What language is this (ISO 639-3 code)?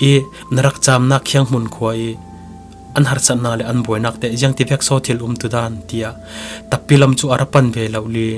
cfm